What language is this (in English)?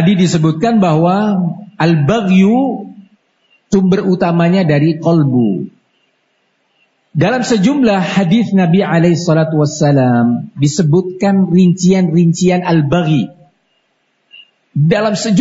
Indonesian